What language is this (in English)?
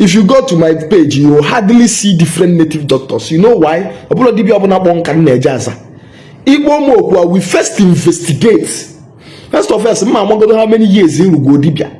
Igbo